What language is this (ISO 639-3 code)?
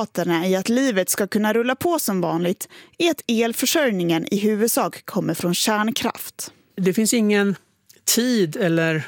swe